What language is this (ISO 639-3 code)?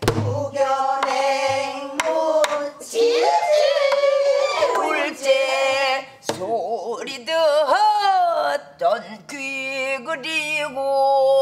kor